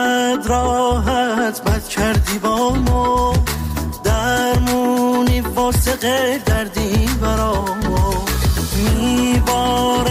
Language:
Persian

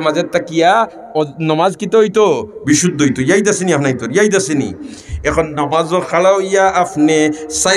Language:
Sylheti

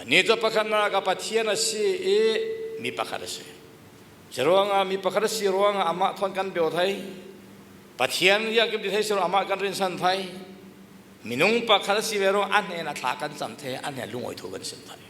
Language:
Falam Chin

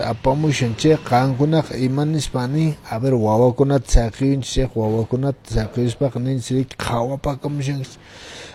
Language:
Quechua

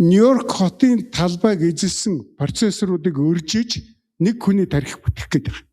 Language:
Mongolian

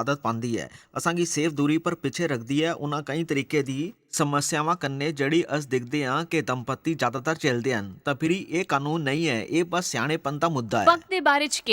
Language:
Dogri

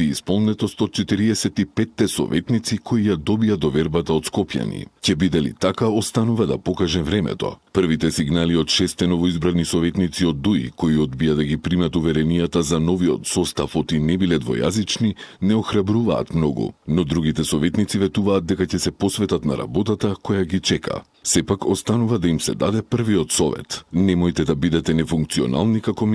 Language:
Macedonian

